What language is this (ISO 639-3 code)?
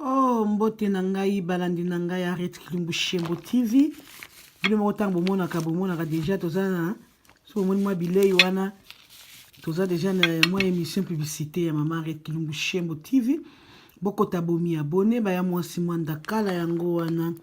lin